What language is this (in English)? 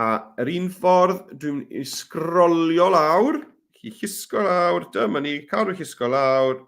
Welsh